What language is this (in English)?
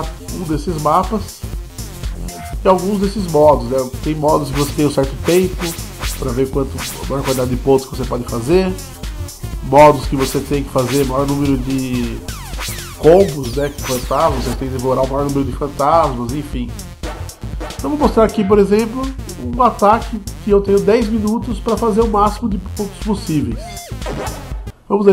Portuguese